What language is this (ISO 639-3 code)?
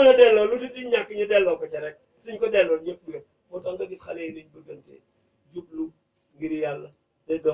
wol